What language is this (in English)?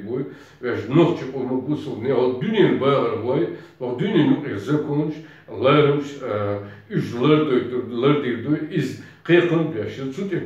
Chechen